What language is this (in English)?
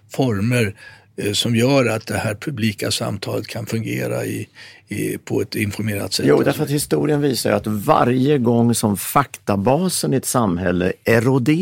Swedish